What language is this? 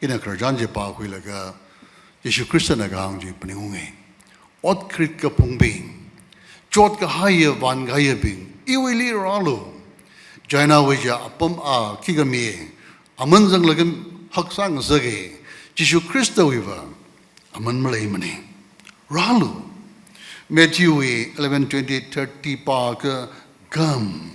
Tangkhul Naga (India)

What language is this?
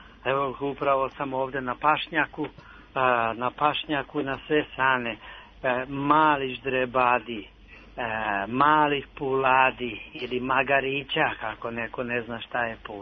Serbian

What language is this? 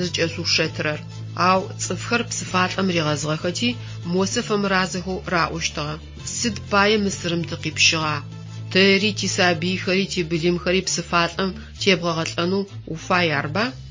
Adyghe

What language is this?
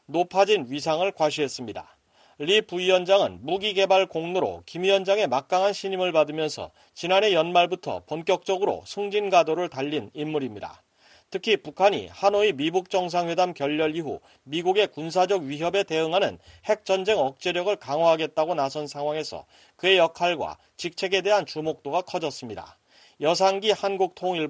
Korean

